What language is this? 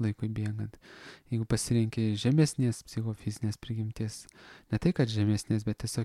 Lithuanian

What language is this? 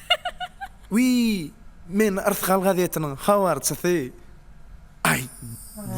Turkmen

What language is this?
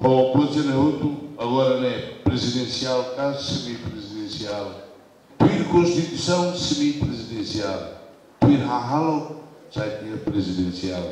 Tetum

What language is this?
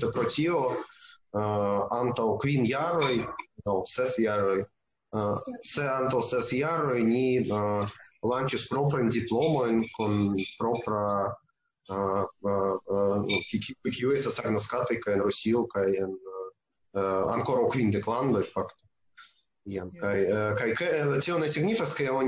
Esperanto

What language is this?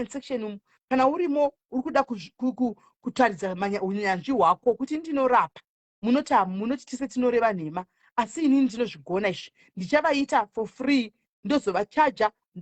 Shona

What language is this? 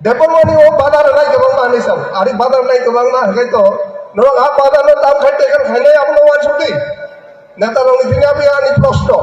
Kok Borok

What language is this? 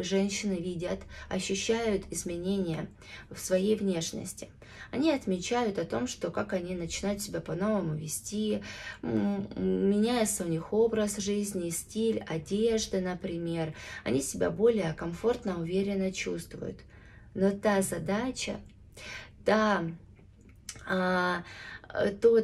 Russian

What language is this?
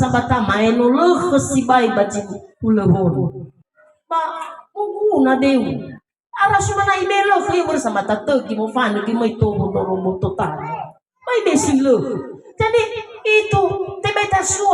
Nias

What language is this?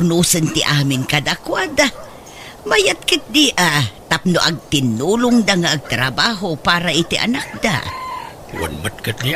Iloko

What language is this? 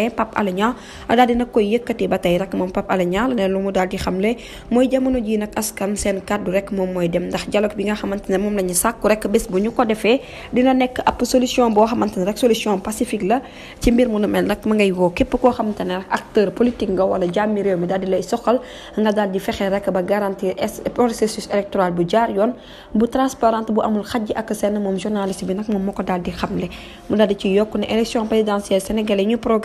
Wolof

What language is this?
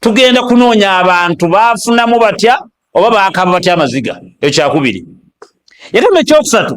Ganda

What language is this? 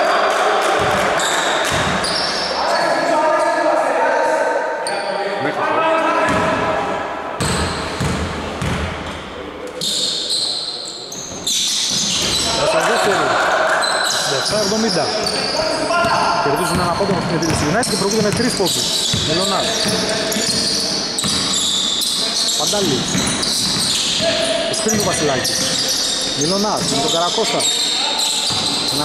Greek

